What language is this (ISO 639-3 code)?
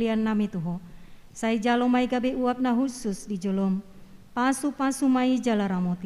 bbc